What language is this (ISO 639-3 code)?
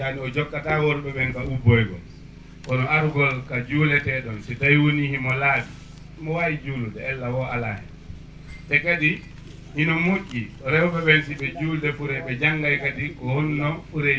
ful